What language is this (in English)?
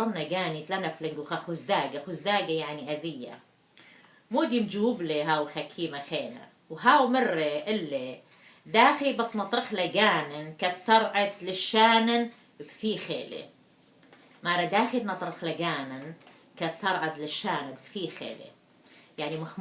Assyrian Neo-Aramaic